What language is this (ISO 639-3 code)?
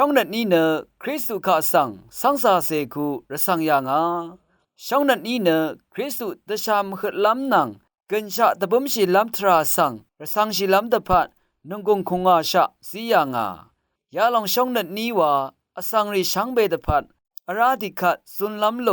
raw